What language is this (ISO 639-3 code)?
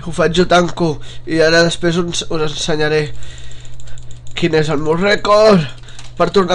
cat